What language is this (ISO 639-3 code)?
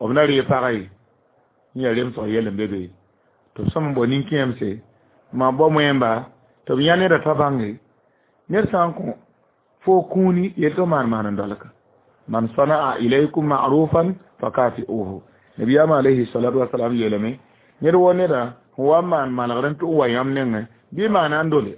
mos